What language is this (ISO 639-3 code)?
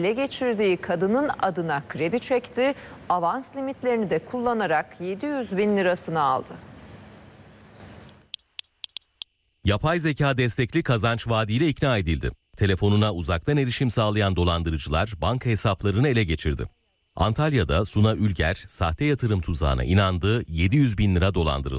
tur